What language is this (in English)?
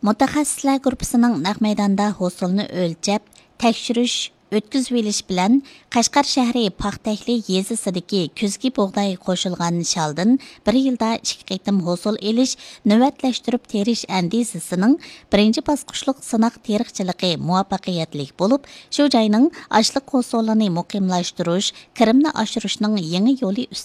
Uyghur